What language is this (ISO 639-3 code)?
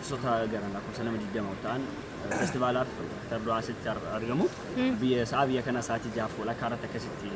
orm